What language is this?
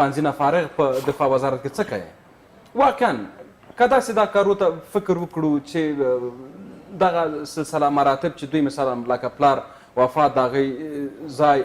Pashto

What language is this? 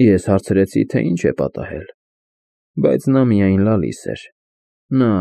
Armenian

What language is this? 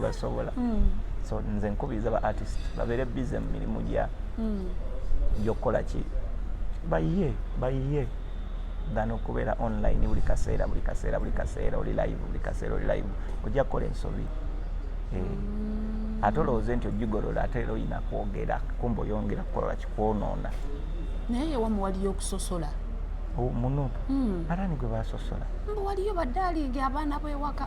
Ganda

